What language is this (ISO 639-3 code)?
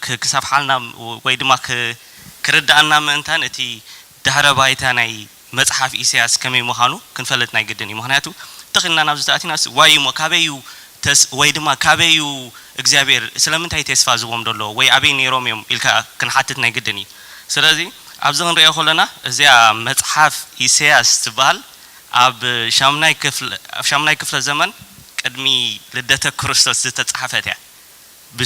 tir